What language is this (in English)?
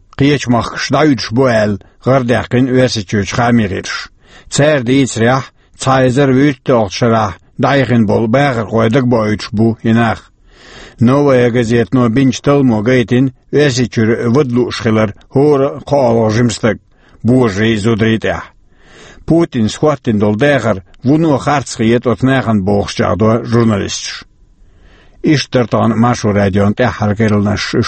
Chechen